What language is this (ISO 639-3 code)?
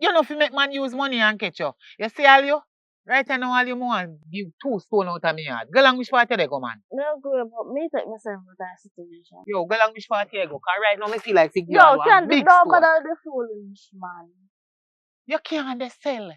jam